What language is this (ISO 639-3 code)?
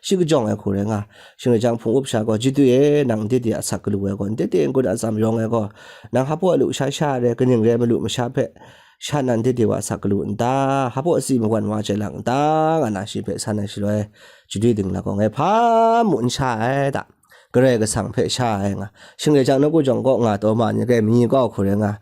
kac